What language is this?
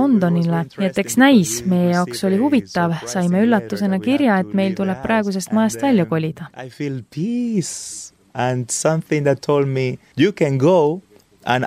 Estonian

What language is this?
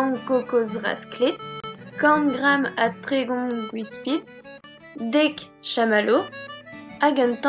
Breton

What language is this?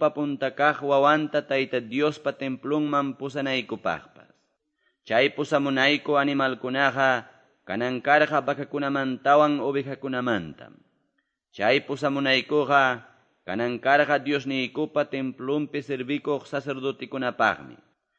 Quechua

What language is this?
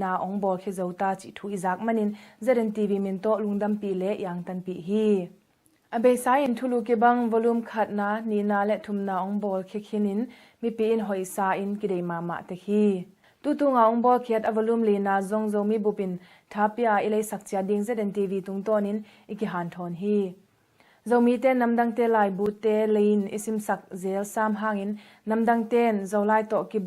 Tedim Chin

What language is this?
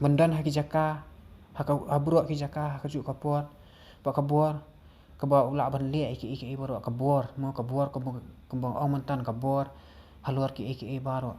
Khasi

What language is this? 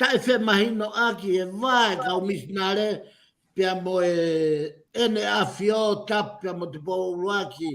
Tongan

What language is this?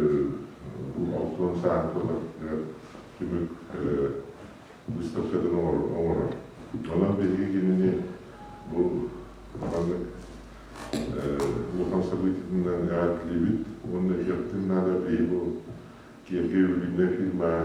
Yakut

